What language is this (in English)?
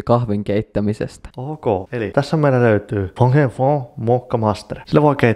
Finnish